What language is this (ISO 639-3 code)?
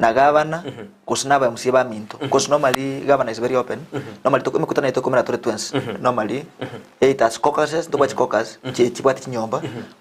guz